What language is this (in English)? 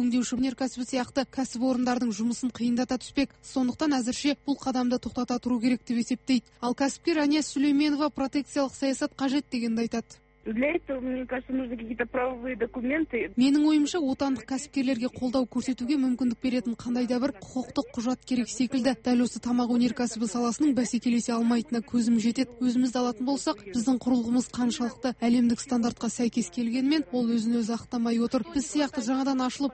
Kazakh